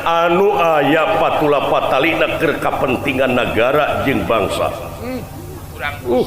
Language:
Sundanese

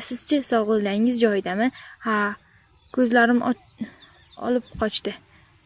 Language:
Uzbek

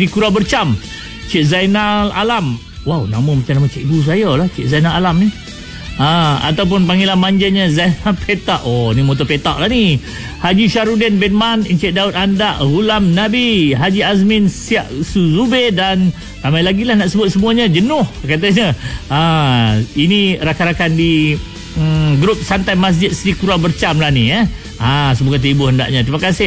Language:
Malay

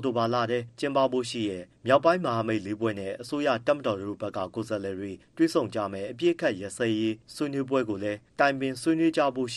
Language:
Burmese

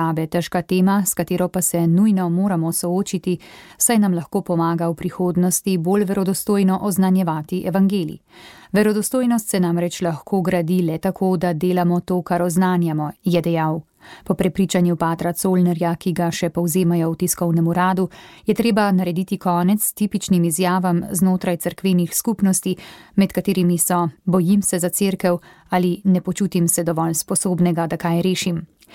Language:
Slovenian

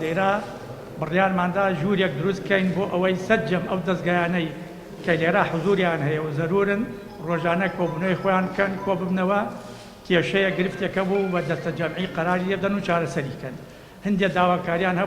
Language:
Central Kurdish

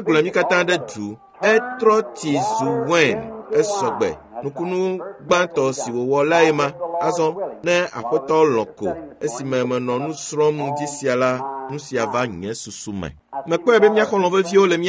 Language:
Ewe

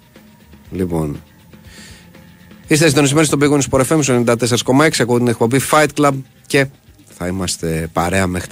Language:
Greek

